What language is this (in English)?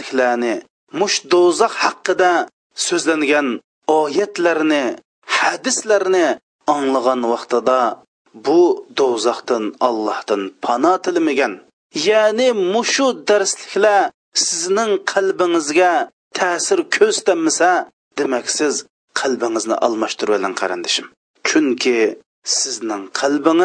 Uyghur